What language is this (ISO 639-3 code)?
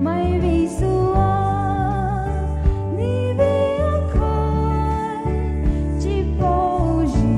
pmx